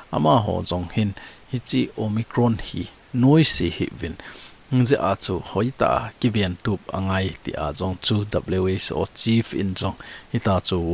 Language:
Thado Chin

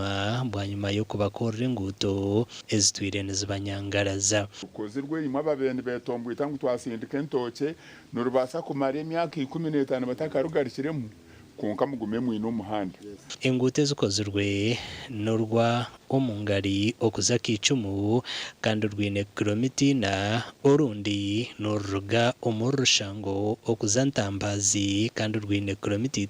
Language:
Nyankole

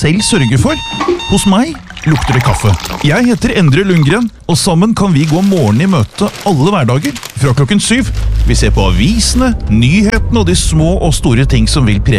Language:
Norwegian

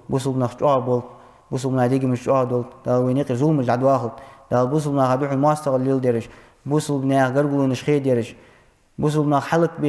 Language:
Ingush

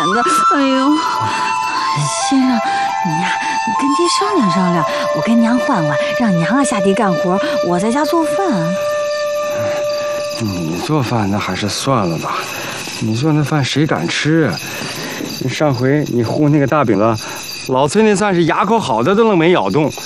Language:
Chinese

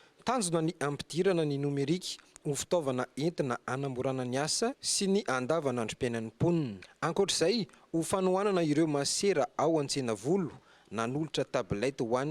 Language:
Malagasy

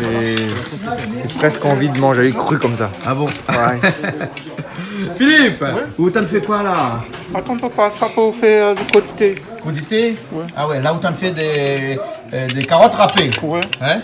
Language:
Réunion Creole French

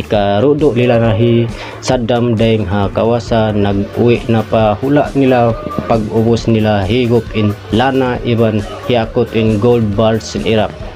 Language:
Tausug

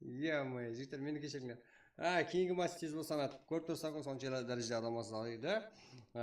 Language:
Kara-Kalpak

